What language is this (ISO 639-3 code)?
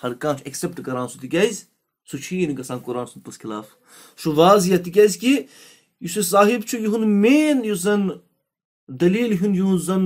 kas